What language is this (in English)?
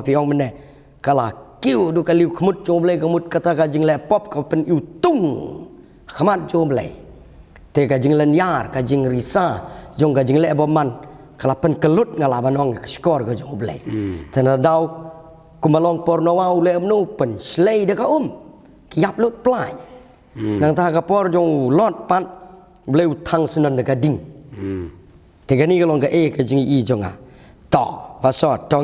Khasi